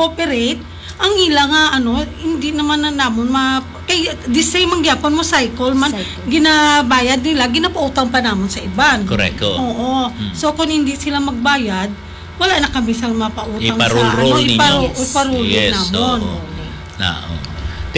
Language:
Hiligaynon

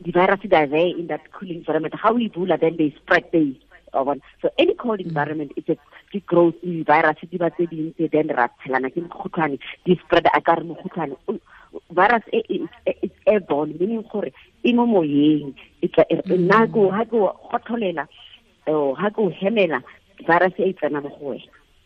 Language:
Tswana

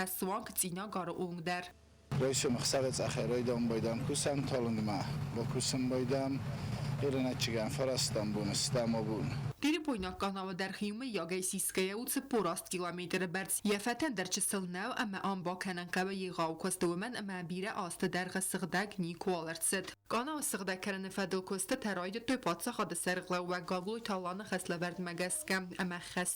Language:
Ossetic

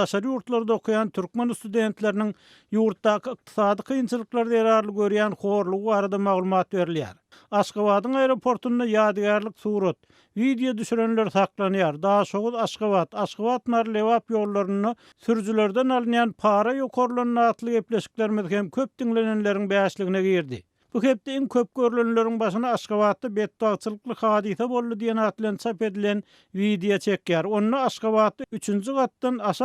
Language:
Turkmen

